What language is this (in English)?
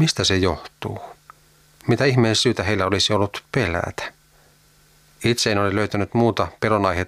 Finnish